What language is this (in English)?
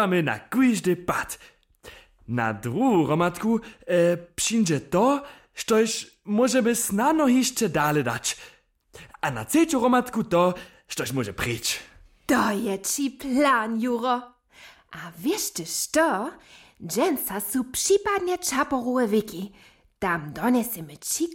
Upper Sorbian